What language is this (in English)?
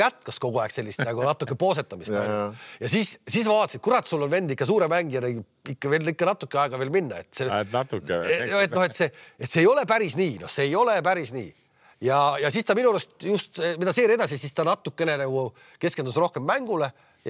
Estonian